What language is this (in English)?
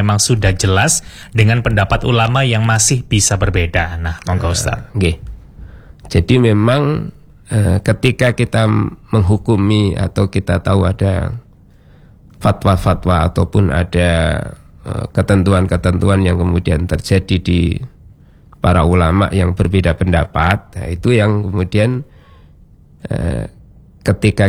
Indonesian